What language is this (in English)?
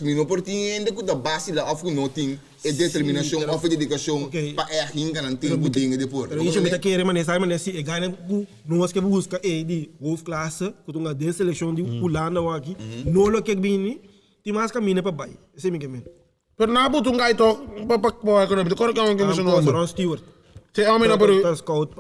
Papiamento